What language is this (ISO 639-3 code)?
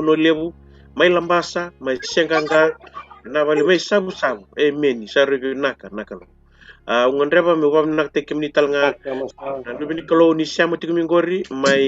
fij